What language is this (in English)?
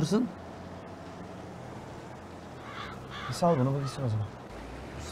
Turkish